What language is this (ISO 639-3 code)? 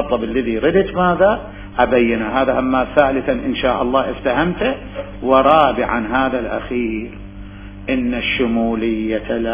acm